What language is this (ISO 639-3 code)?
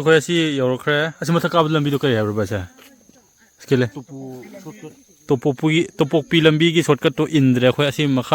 mni